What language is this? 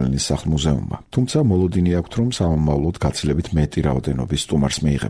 Georgian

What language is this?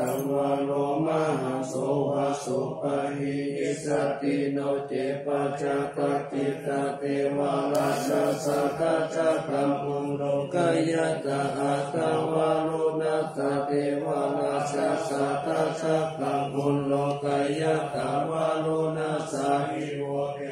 Pali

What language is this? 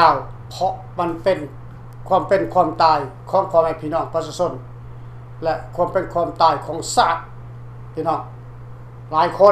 Lao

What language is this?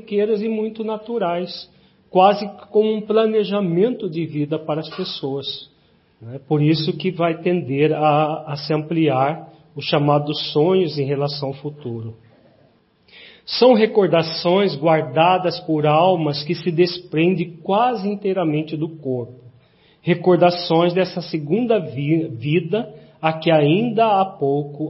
Portuguese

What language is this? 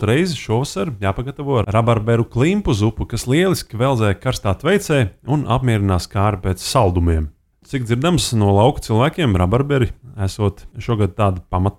Latvian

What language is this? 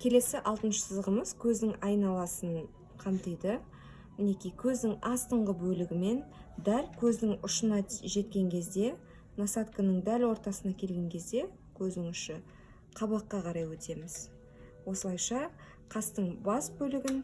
Kazakh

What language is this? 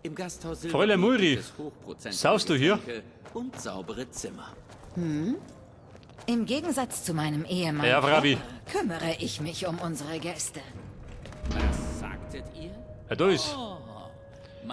Bavarian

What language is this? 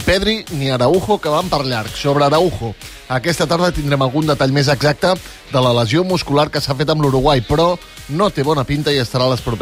Catalan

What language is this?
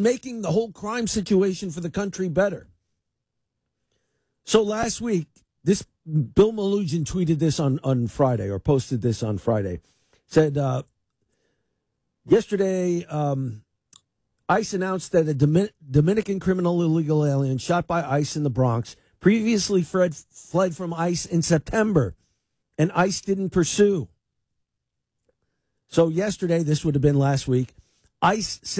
English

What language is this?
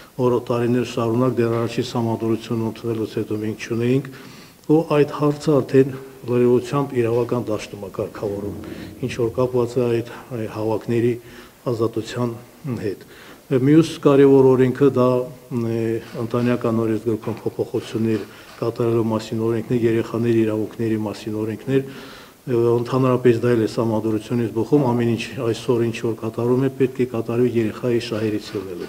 Armenian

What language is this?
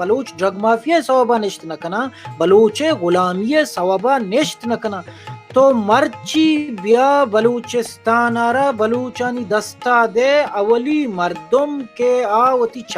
Baluchi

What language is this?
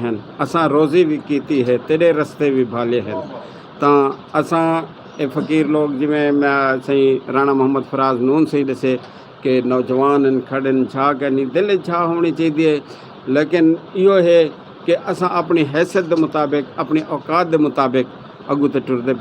Saraiki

